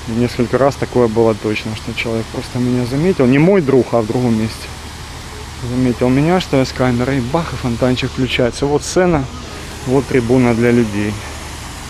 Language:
Russian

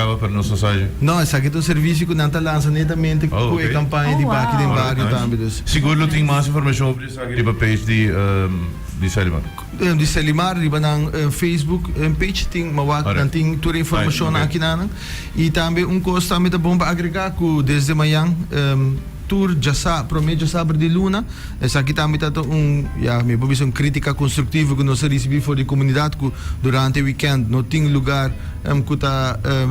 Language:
Papiamento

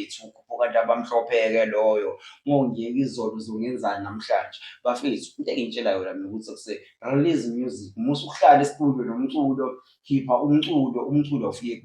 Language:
Zulu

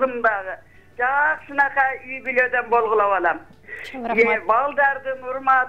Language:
Kyrgyz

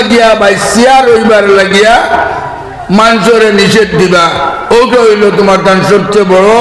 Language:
Sylheti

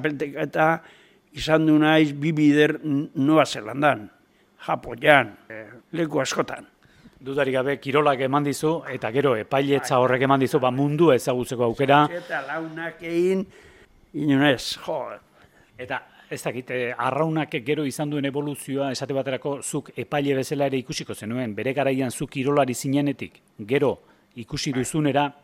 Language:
Basque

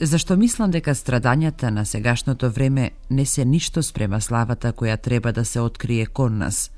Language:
Macedonian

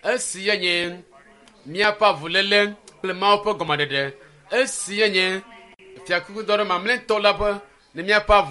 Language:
Ewe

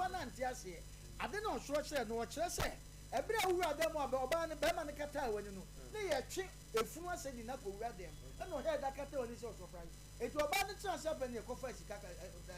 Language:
Akan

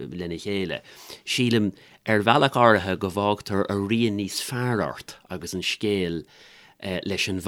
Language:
Irish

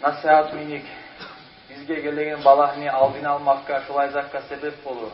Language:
Kumyk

